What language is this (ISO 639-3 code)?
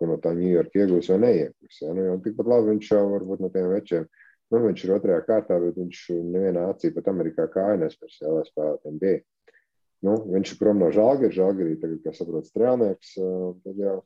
lav